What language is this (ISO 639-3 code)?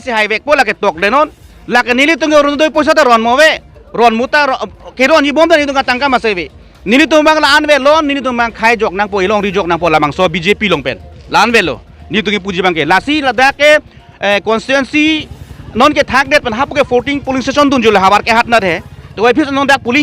mjw